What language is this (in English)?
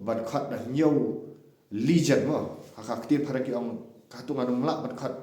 Khasi